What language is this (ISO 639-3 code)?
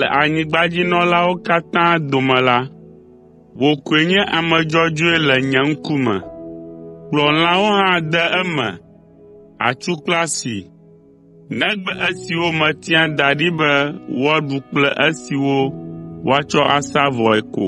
ewe